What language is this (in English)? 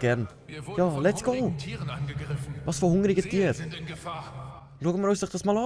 Swiss German